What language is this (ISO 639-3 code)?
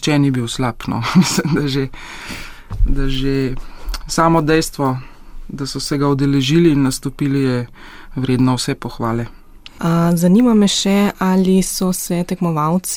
slv